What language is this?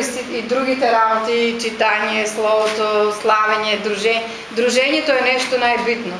Macedonian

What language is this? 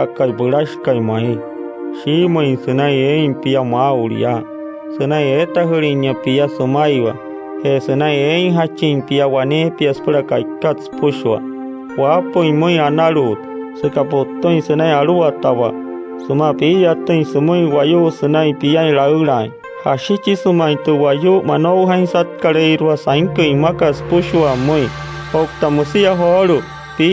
Wayuu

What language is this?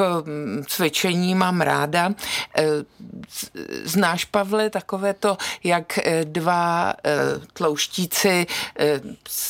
Czech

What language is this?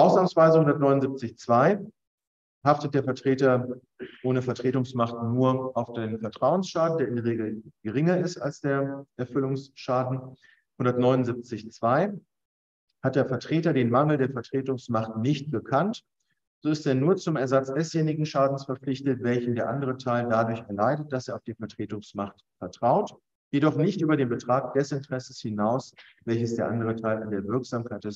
German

